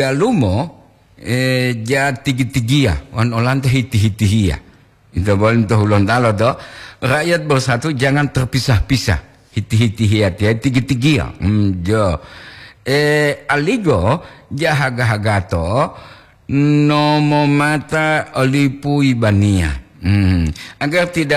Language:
Gorontalo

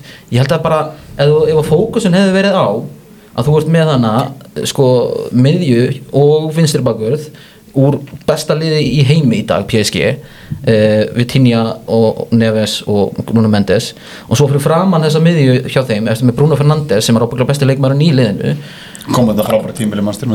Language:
Icelandic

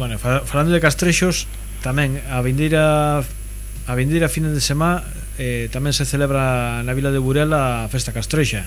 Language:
Galician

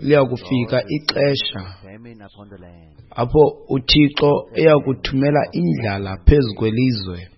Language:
Xhosa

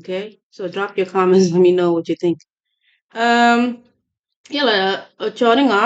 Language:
Acoli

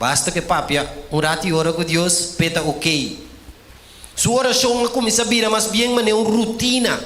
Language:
Papiamento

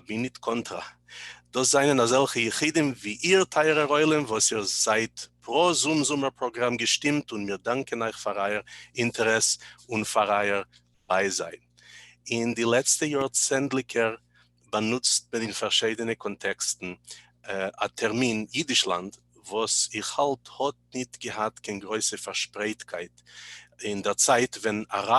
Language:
Yiddish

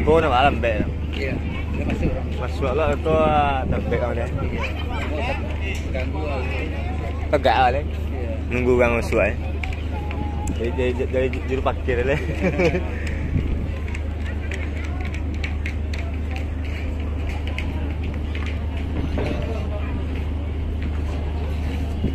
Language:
Malay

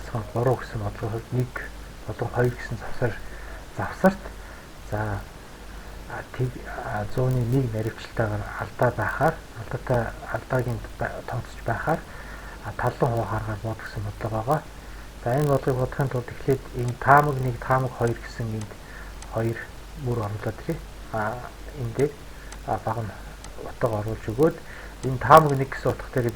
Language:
Mongolian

